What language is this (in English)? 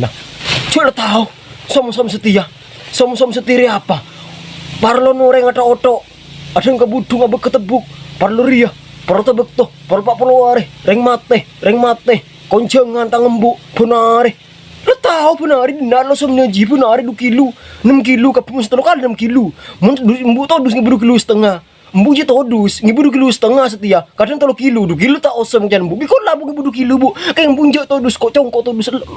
Madurese